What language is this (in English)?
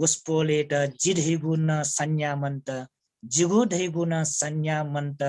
Newari